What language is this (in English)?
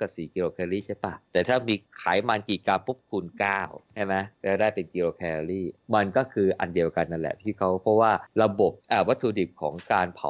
Thai